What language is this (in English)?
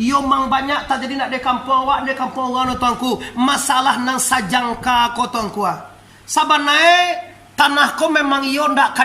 Minangkabau